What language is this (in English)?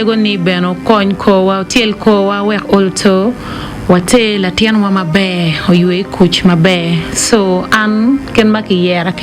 Acoli